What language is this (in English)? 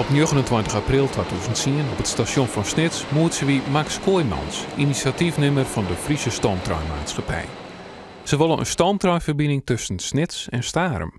Western Frisian